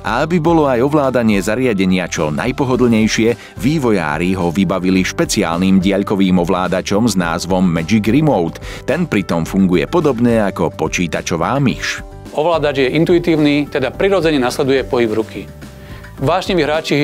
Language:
Slovak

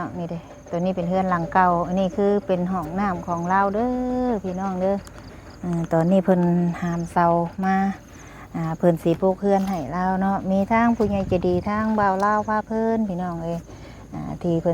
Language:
Northeastern Thai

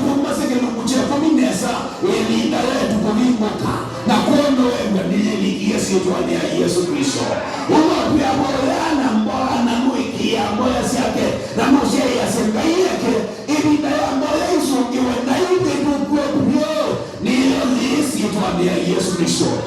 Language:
Kamba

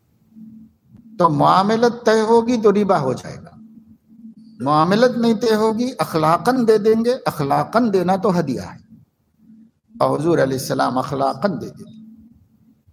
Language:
Urdu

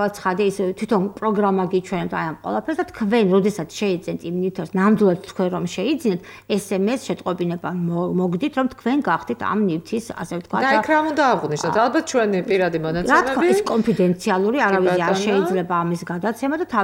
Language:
Georgian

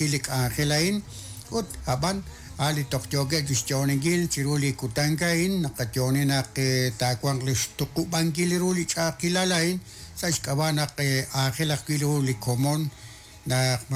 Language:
Kekchí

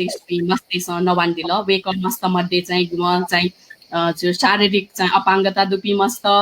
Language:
Newari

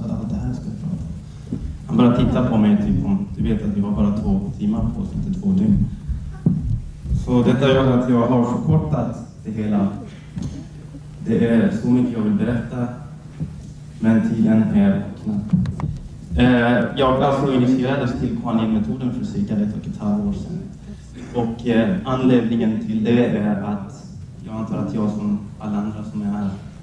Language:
Swedish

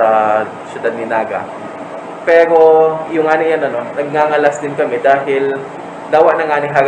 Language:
Bikol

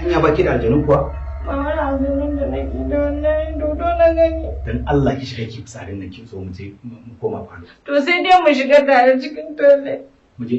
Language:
Hausa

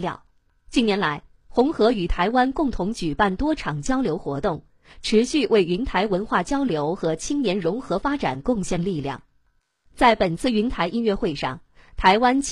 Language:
Chinese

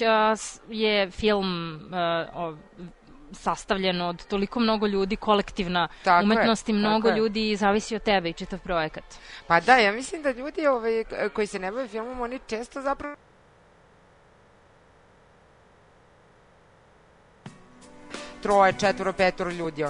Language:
Serbian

